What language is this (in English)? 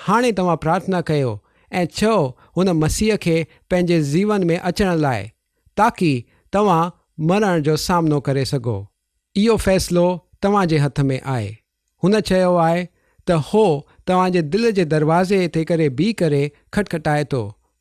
Sindhi